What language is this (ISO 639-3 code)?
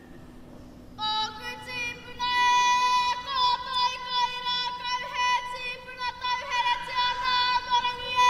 mri